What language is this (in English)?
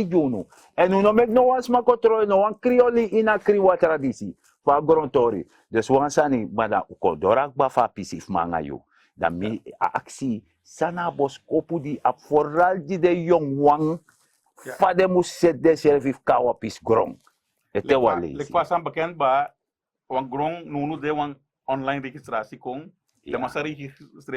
Sranan Tongo